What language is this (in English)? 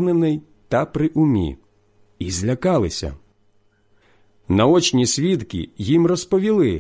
Ukrainian